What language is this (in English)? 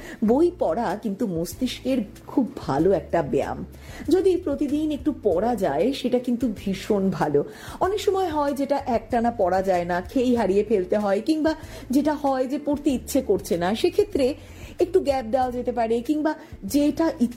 Bangla